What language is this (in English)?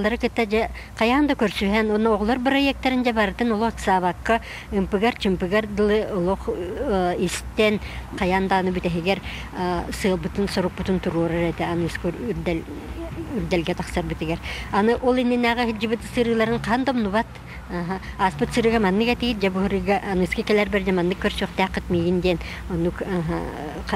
Yakut